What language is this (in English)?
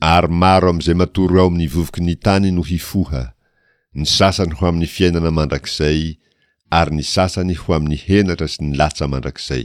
Malagasy